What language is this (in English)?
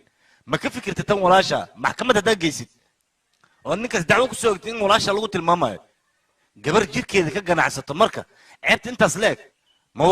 Somali